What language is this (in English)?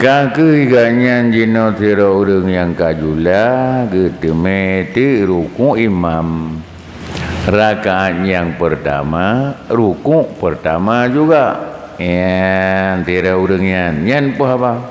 Achinese